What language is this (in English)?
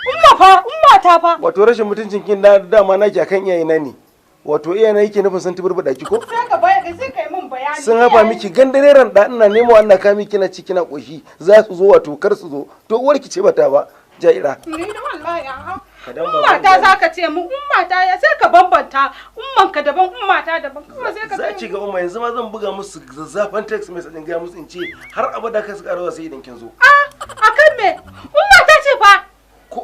Hausa